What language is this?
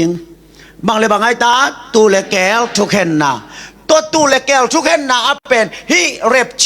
Tedim Chin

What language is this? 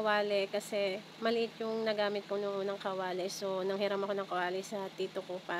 Filipino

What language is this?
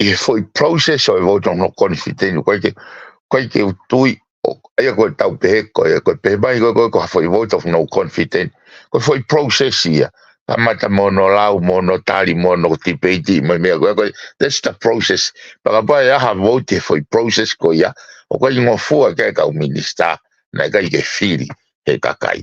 Tongan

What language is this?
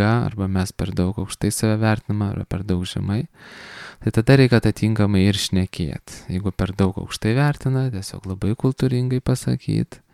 Lithuanian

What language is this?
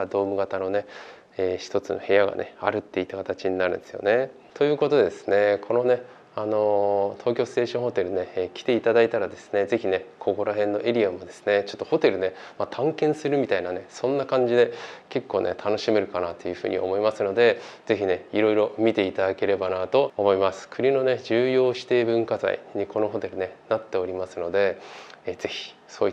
Japanese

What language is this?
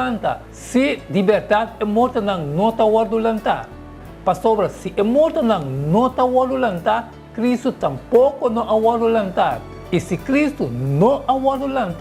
Papiamento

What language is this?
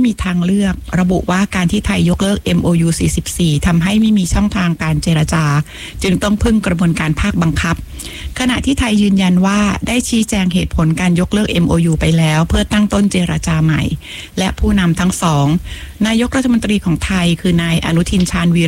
Thai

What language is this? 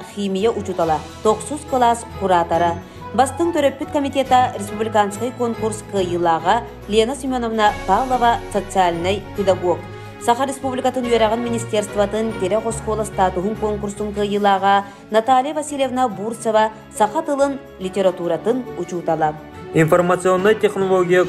Yakut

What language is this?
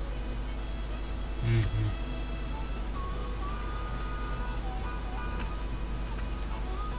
Russian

